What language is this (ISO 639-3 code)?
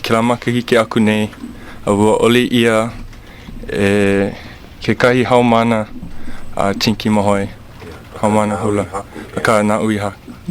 haw